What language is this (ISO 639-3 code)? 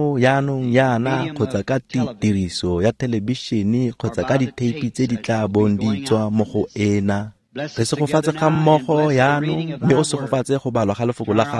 tsn